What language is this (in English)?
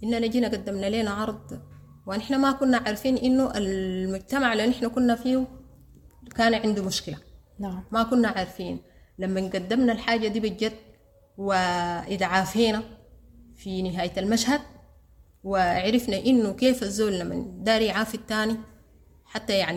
Sudanese Arabic